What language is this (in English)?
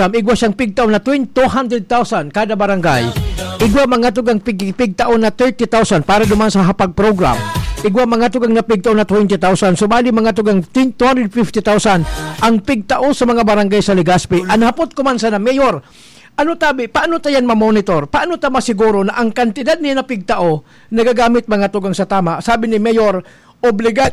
Bikol